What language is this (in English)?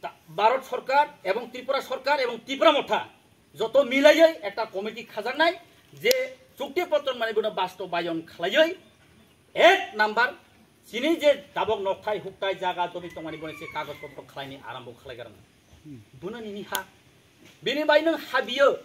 Kok Borok